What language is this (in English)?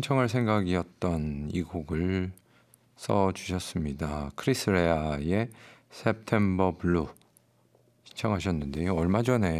Korean